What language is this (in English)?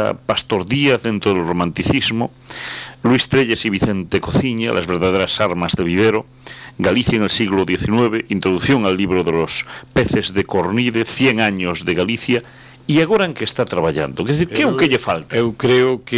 Galician